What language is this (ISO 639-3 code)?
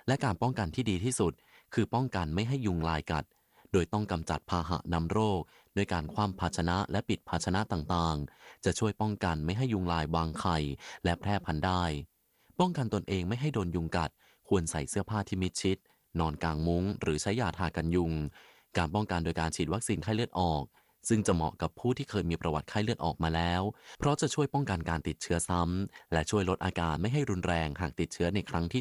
tha